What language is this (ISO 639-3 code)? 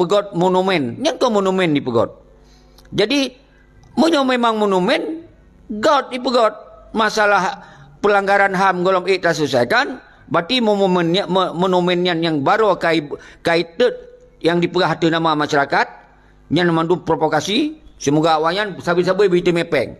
ace